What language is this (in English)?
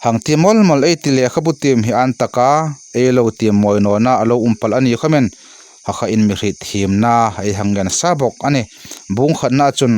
Hmar